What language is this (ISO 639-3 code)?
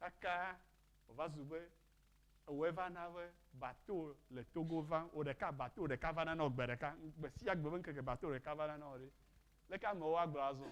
ewe